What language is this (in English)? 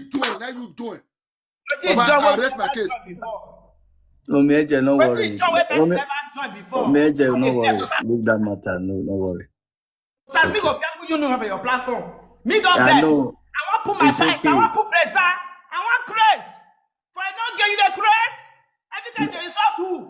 Nigerian Pidgin